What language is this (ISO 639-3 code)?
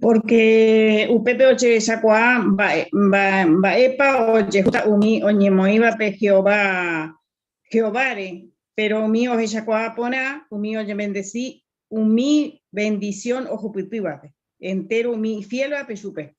grn